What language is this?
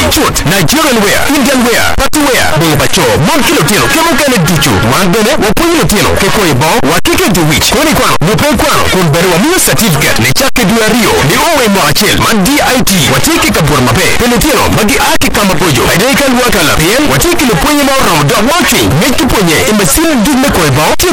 Acoli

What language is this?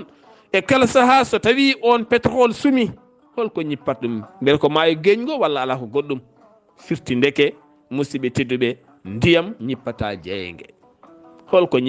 Fula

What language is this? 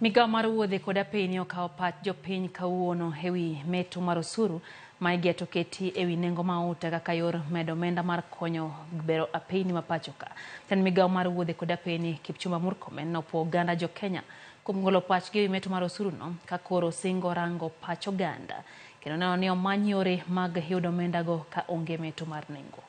Luo (Kenya and Tanzania)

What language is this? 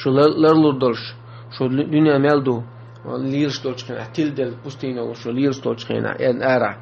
Chechen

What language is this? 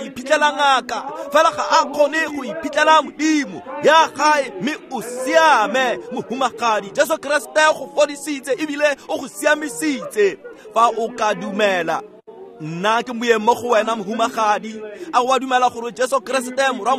Tswana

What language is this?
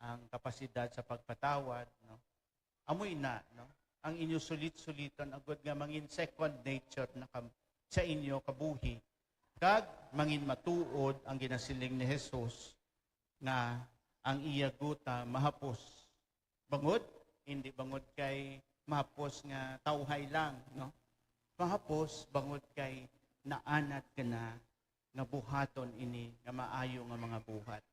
Hiligaynon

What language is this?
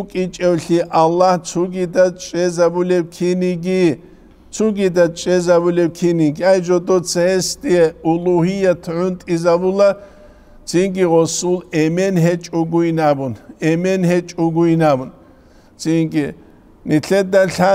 Avaric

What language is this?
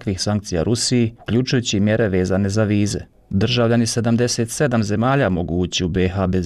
Bosnian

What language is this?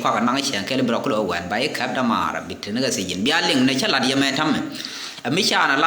Nuer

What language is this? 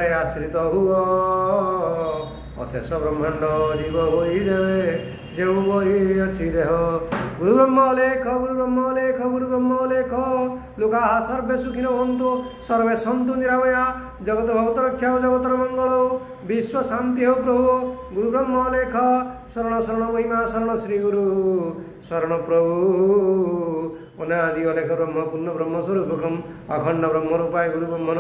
Odia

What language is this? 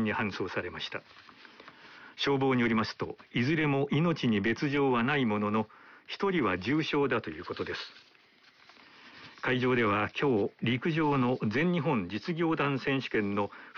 Japanese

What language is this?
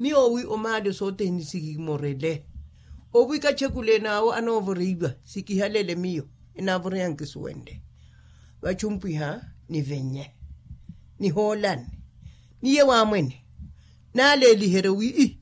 Makhuwa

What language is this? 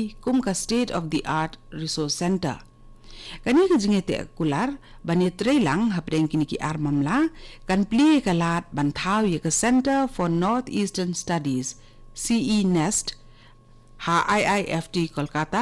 Khasi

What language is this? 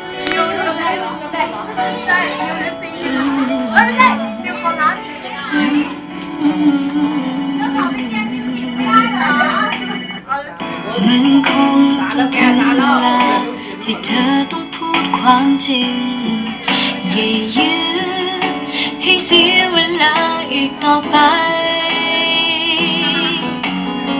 Thai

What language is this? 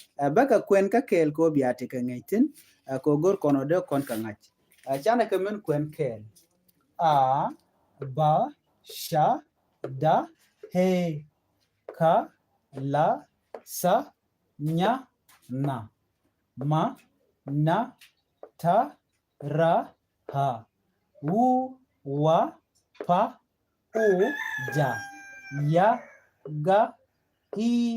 Nuer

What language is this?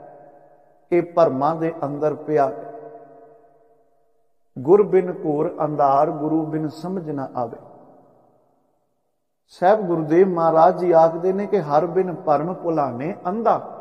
Punjabi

